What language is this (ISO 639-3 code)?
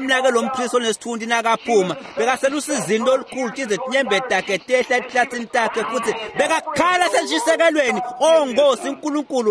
ssw